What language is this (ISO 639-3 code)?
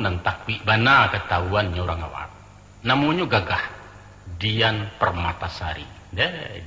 min